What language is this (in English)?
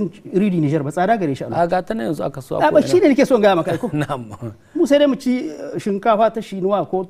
Hausa